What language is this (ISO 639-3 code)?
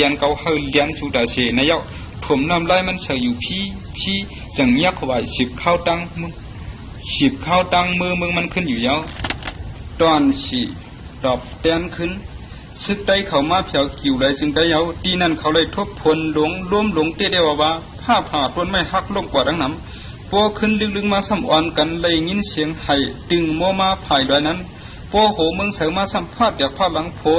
shn